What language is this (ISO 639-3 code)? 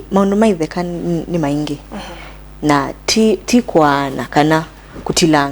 kam